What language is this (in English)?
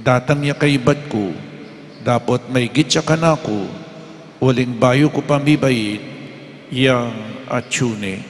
Pampanga